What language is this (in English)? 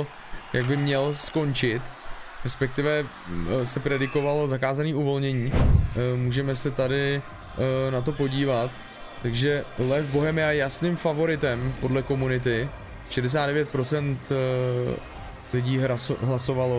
Czech